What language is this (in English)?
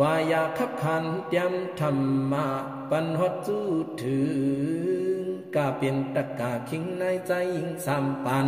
Shan